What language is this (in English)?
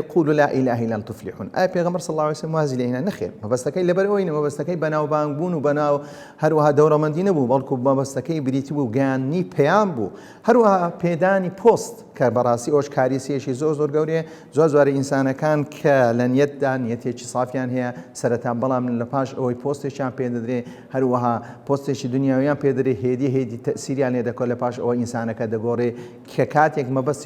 Central Kurdish